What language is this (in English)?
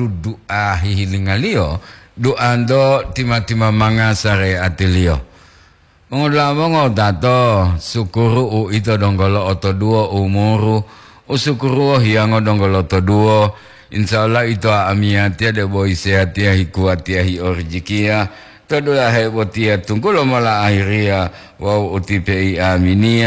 Gorontalo